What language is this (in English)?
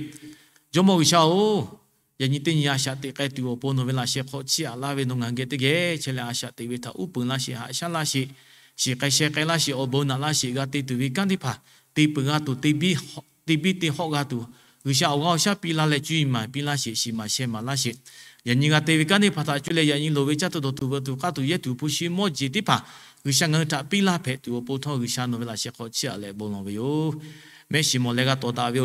Lahu